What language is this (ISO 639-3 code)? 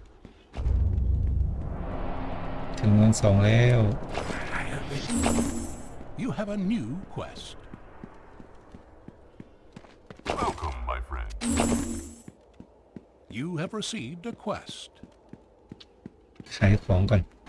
tha